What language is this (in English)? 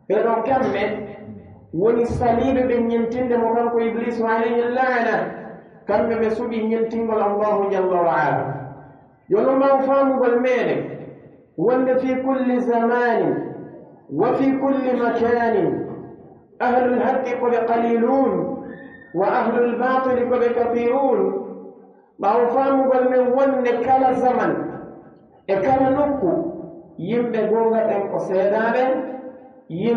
Pular